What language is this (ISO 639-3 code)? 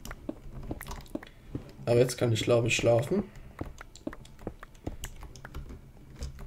deu